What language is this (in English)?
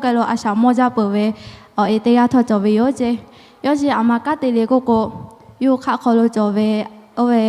Lahu